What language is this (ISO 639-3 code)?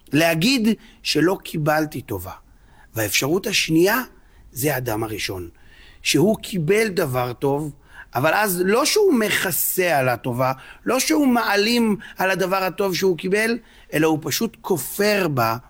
heb